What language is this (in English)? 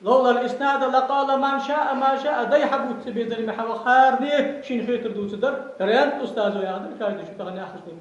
Ingush